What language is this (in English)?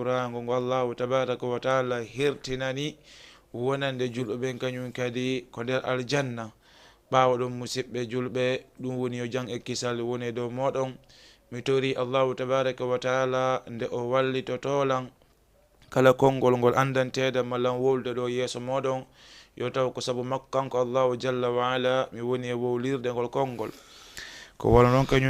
Fula